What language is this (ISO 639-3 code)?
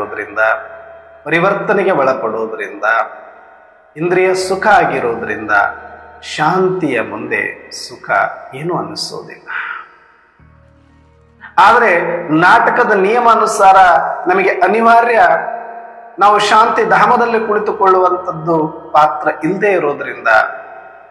kan